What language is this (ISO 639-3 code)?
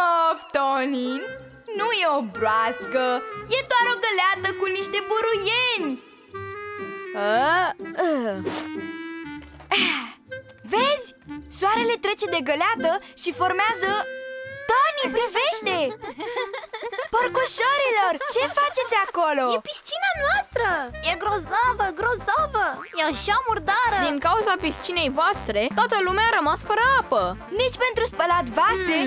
ron